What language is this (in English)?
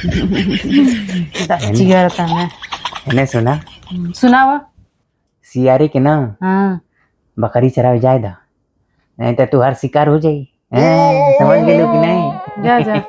Bhojpuri